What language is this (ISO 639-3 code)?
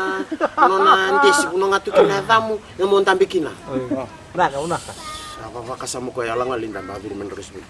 fij